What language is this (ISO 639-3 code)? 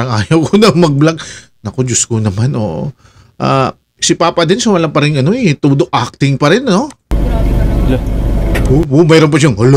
fil